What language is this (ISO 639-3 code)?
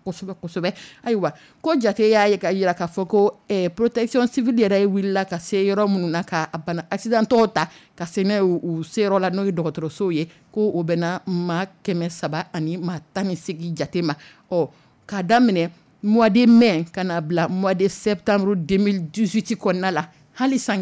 dyu